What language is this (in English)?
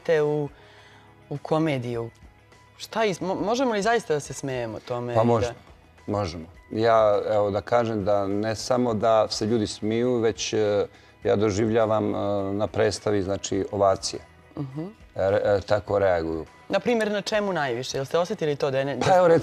Bosnian